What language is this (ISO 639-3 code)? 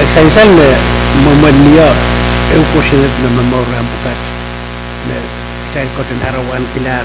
pon